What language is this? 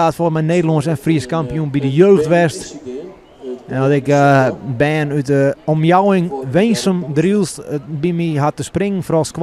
Western Frisian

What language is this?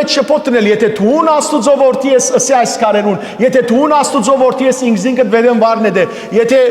Western Armenian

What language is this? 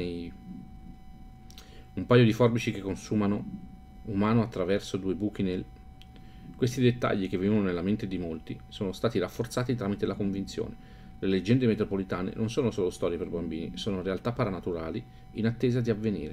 Italian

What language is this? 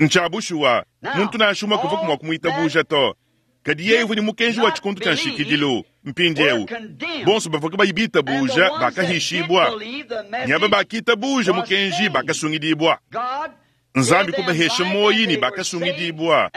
Luba-Lulua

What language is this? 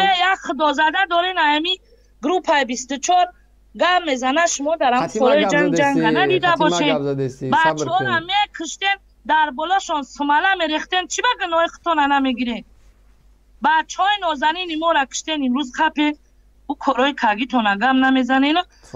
Tajik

